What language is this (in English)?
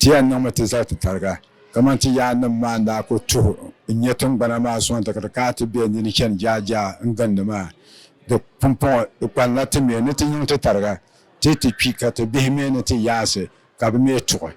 Dagbani